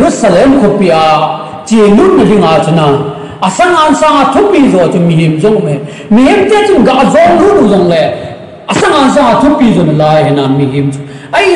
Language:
Thado Chin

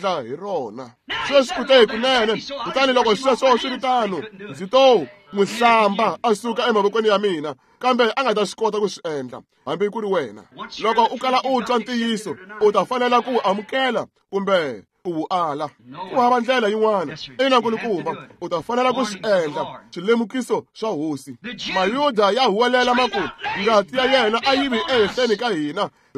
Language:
Tsonga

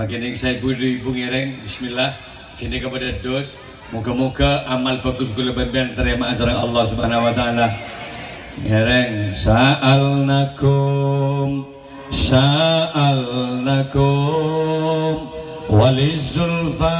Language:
Madurese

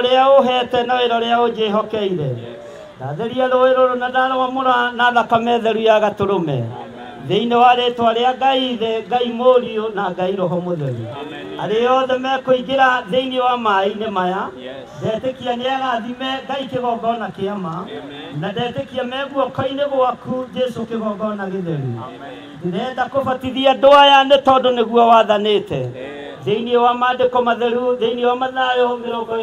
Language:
Kikuyu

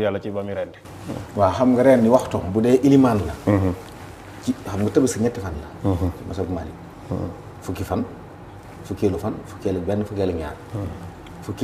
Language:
Wolof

